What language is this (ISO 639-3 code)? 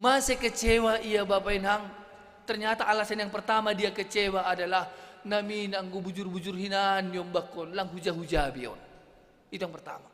bts